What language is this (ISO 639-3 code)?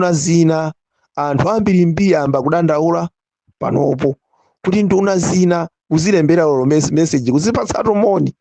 nya